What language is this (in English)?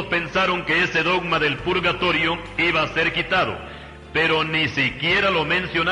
Spanish